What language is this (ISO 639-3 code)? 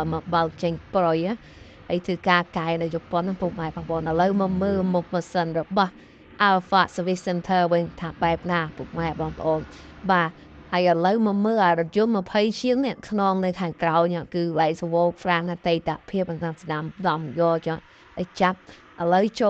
khm